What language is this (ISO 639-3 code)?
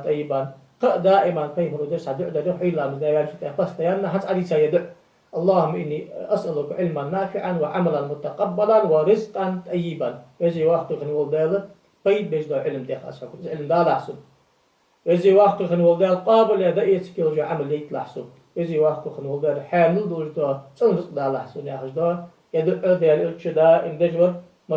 inh